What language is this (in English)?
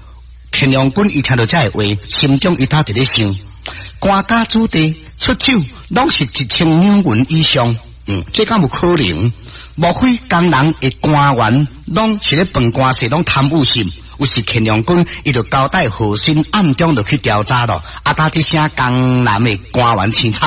Min Nan Chinese